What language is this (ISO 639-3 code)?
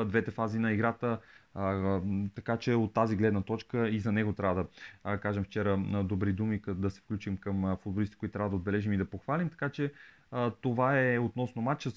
bul